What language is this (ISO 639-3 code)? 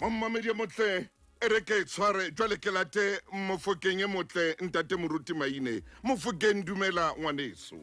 sot